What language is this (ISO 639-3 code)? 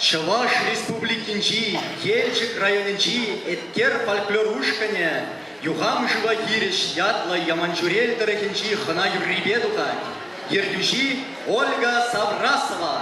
chv